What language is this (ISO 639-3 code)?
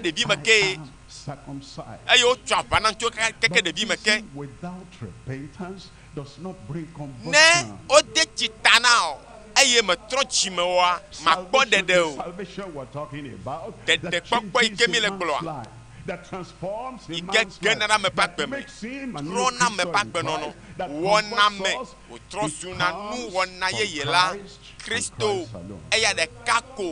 ewe